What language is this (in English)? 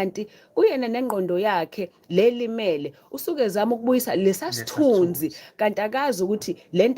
Zulu